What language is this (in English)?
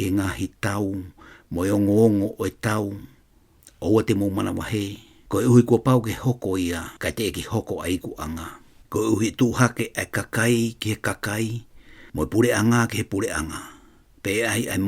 Tongan